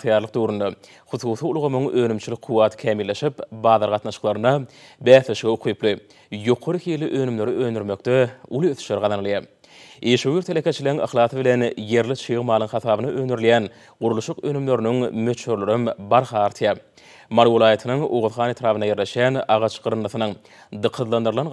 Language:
Turkmen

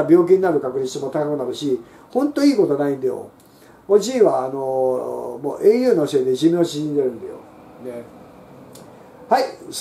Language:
Japanese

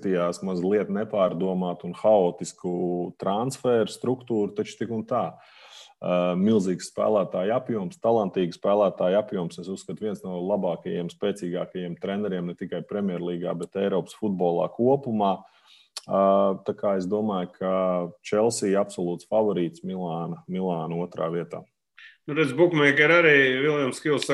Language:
Latvian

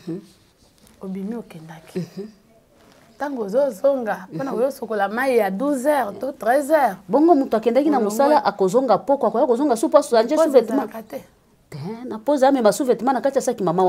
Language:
Lingala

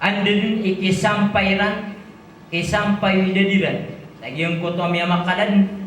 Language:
Maranao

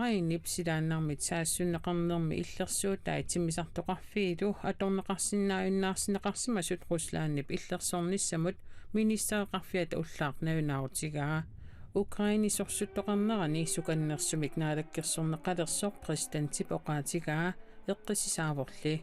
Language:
Kalaallisut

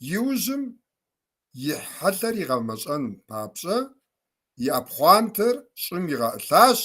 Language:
Kabardian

